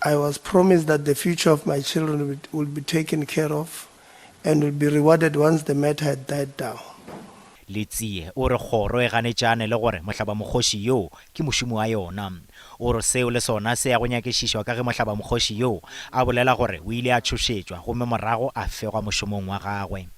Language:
Northern Sotho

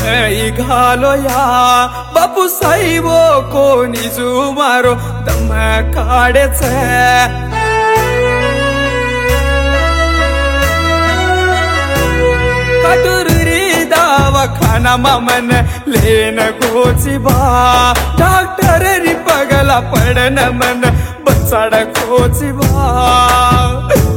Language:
Lambadi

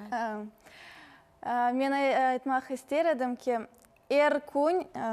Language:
Crimean Tatar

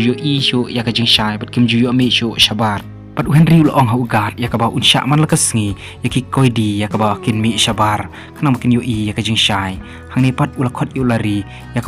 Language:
Khasi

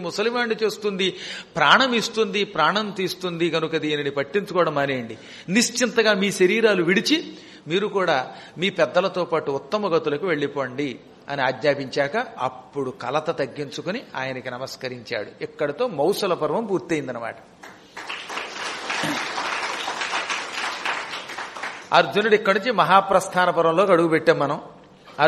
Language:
Telugu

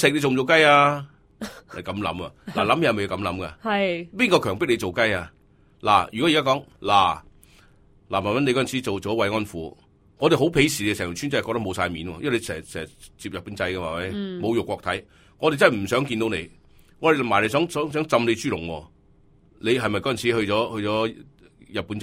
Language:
Cantonese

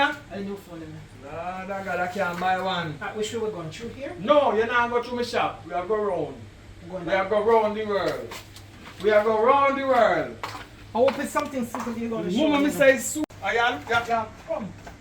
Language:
Jamaican Creole English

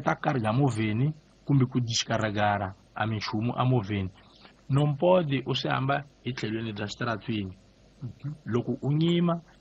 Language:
Tsonga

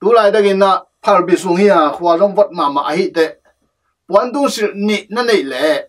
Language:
Tedim Chin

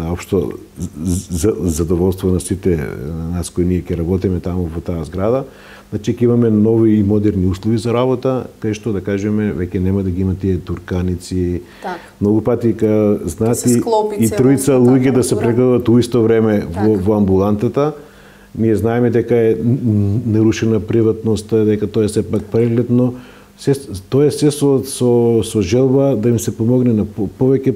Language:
Macedonian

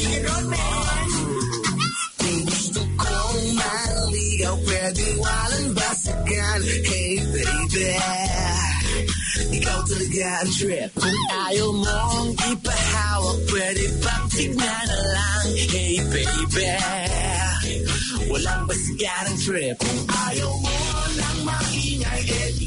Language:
Filipino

